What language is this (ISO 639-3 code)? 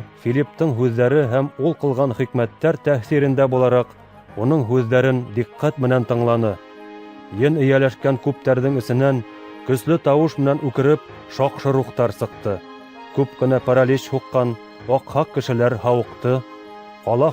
bak